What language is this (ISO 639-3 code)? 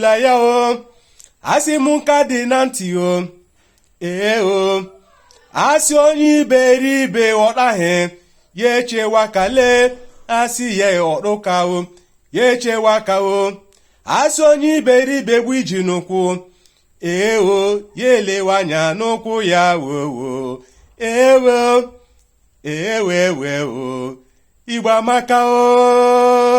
ibo